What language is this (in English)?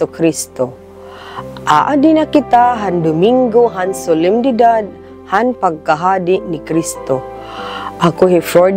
Waray